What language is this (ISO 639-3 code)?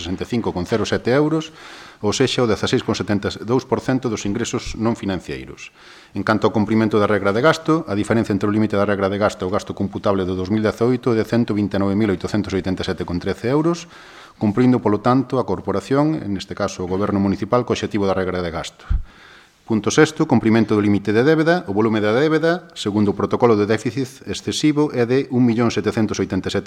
glg